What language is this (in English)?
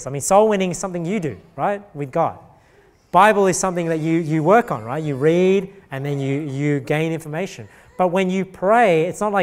English